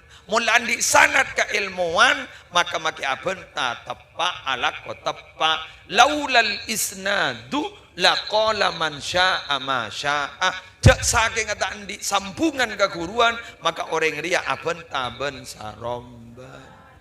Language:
Madurese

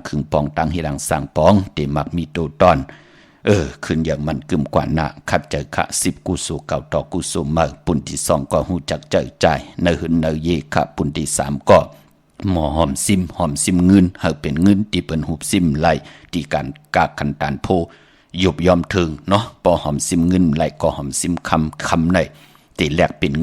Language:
Shan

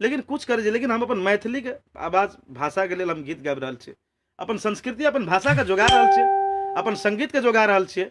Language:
Maithili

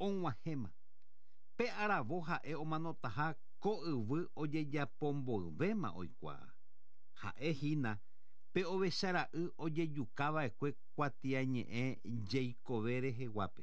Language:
Guarani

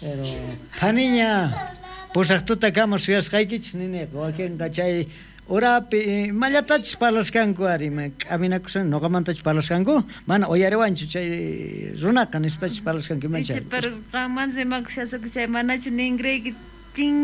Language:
South Bolivian Quechua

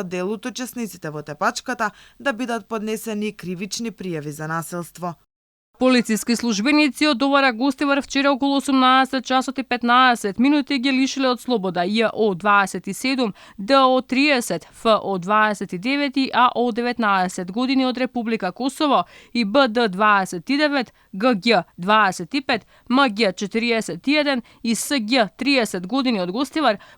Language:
Macedonian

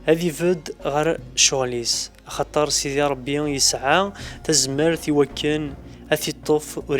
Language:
Kabyle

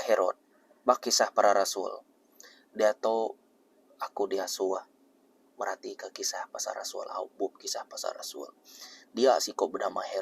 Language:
Iban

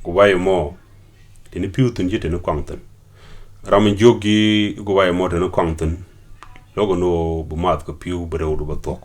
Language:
Nuer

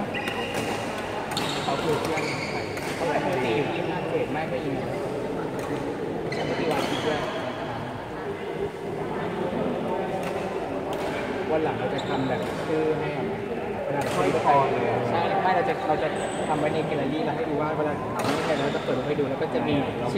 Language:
Thai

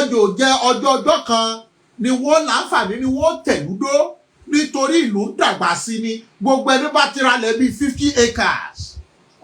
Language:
Yoruba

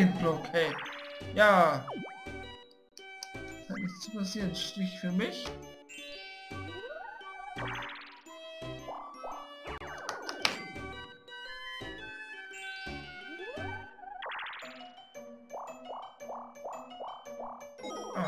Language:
German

